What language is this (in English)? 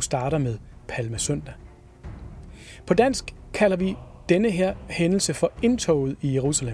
Danish